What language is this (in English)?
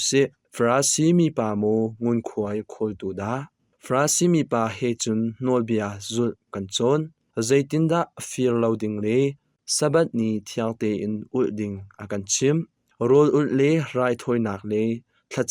Hakha Chin